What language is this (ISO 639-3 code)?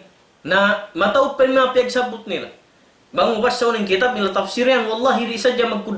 tsg